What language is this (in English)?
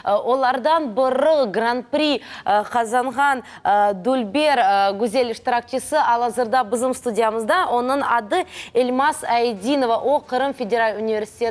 Crimean Tatar